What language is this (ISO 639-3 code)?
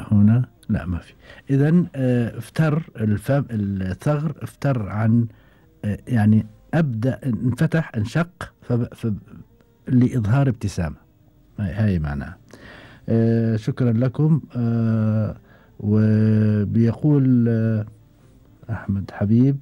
afb